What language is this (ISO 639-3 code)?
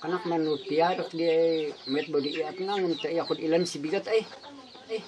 kne